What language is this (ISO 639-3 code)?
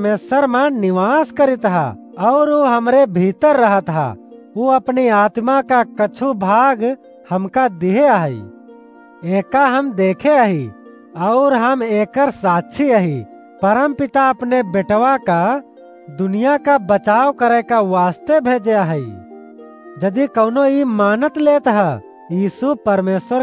awa